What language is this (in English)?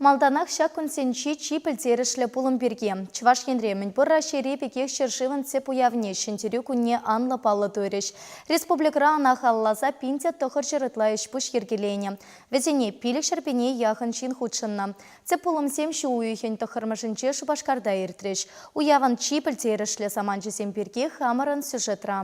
Chuvash